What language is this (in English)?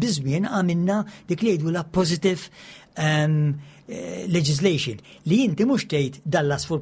Maltese